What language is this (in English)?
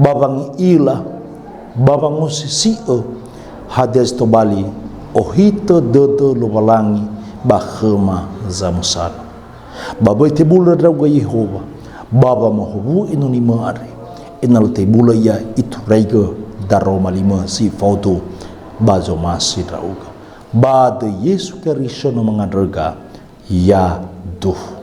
Nias